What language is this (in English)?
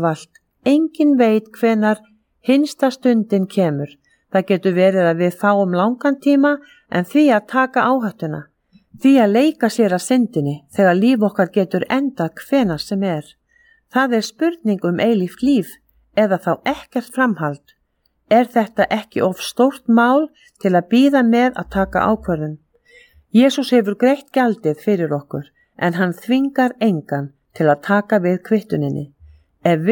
Icelandic